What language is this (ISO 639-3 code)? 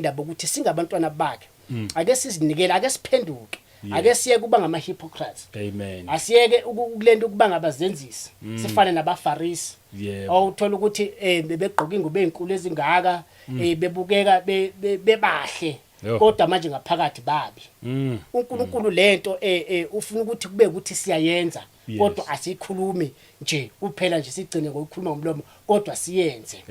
zul